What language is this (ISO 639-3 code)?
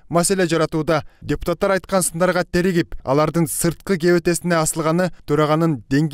kir